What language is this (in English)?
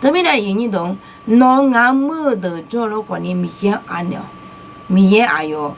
Akha